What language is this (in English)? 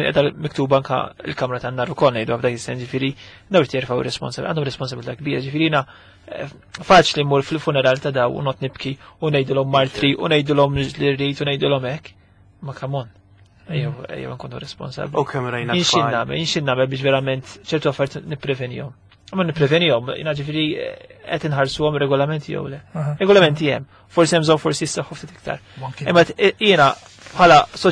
Maltese